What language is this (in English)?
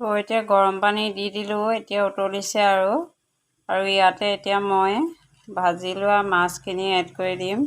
Assamese